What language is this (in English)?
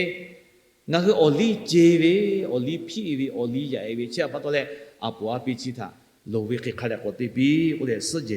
Lahu